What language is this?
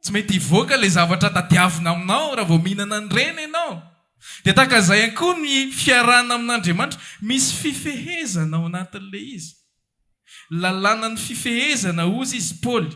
Malagasy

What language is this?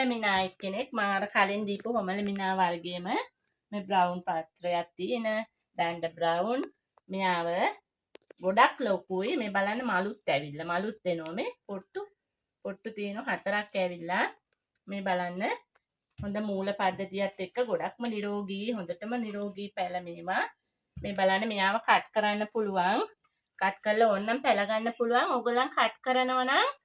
Sinhala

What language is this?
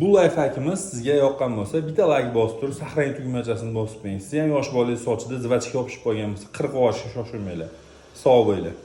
Uzbek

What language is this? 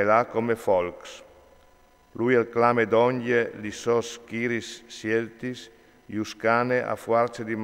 Friulian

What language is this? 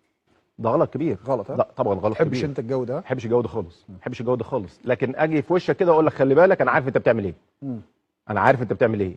Egyptian Arabic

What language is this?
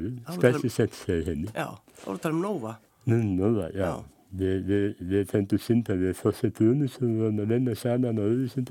Icelandic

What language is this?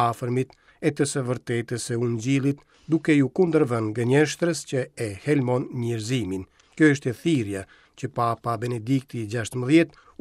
Albanian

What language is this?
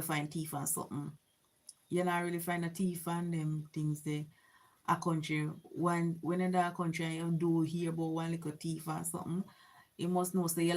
Jamaican Creole English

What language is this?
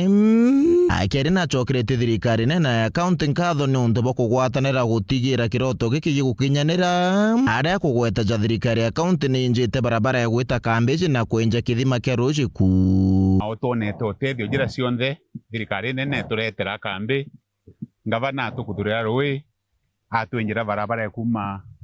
Meru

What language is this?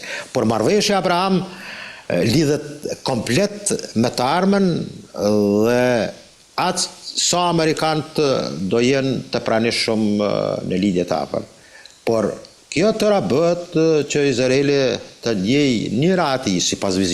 Albanian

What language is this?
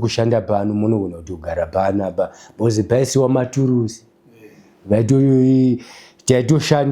Shona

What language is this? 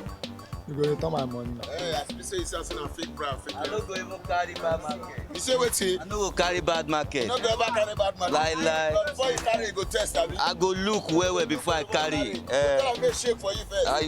Nigerian Pidgin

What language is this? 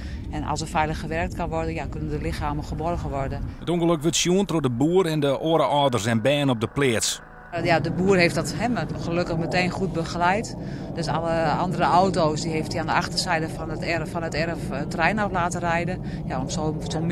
Western Frisian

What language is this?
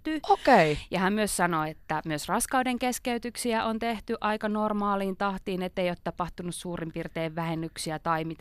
Finnish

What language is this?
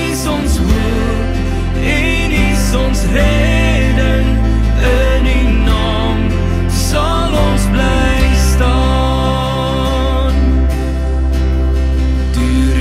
Afrikaans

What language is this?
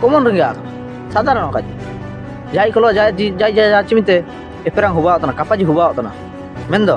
Ho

